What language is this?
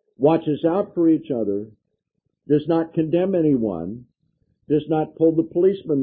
English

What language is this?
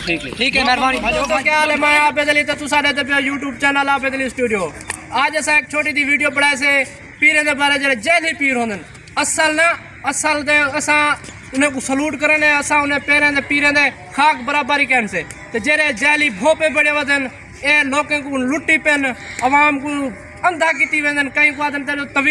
Saraiki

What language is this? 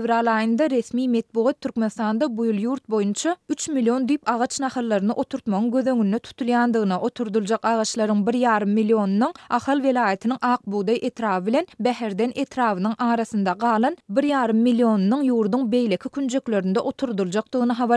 Turkmen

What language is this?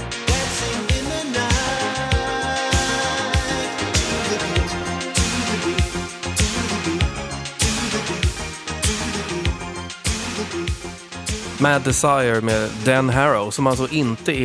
Swedish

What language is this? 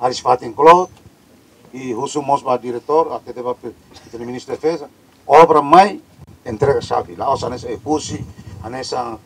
Tetum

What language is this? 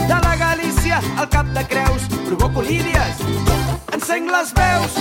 Catalan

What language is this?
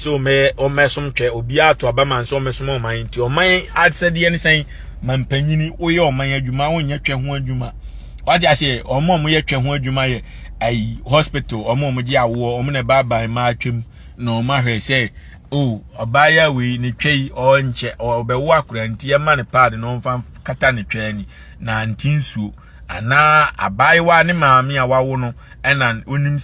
Akan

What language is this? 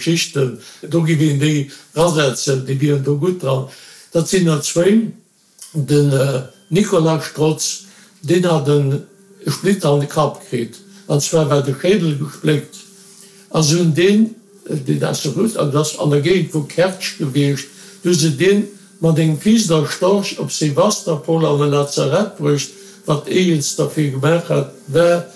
Luxembourgish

